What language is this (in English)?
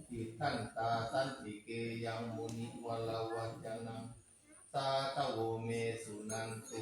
Pali